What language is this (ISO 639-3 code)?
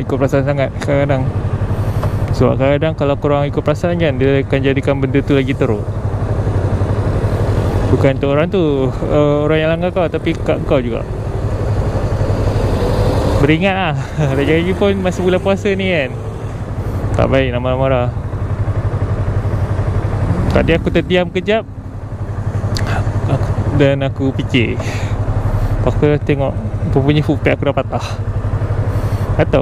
msa